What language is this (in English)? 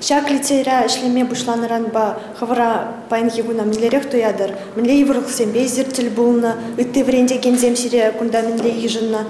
Chuvash